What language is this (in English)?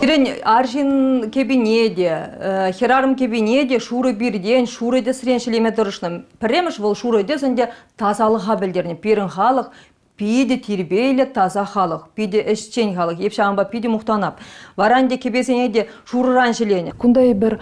Chuvash